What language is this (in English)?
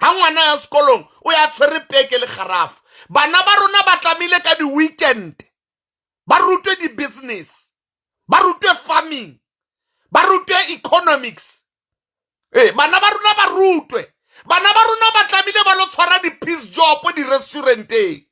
Southern Sotho